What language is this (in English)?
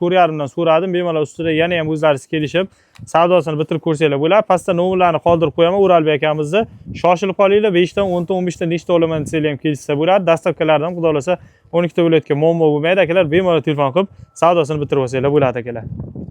Uzbek